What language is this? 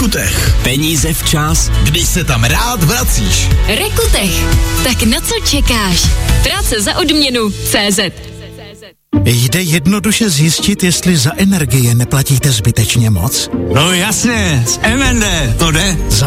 Czech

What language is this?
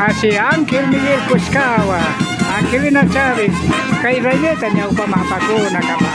Imbabura Highland Quichua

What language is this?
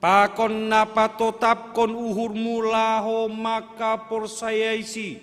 Batak Simalungun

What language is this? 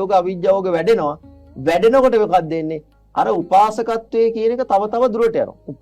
Sinhala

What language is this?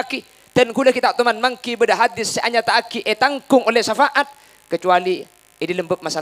Madurese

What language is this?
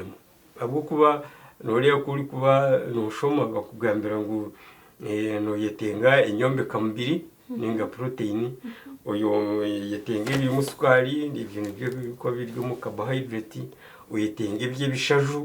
Nyankole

